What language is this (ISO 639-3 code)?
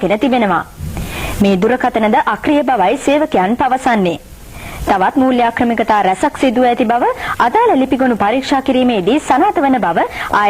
sin